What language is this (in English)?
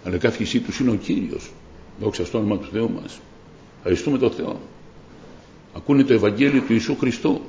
Greek